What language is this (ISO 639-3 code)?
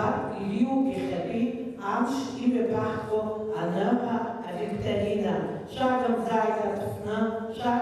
abk